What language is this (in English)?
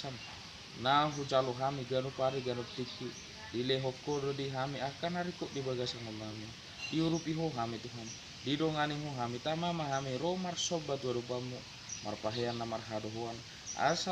Batak Toba